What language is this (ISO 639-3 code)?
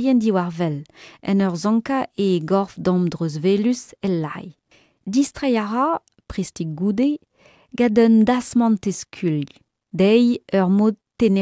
bre